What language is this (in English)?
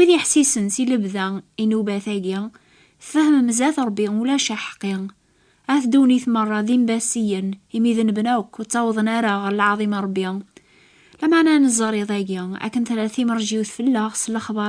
Kabyle